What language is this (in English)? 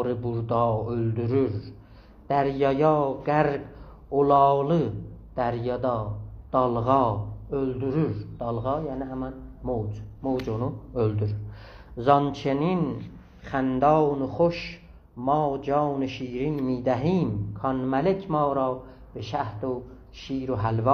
South Azerbaijani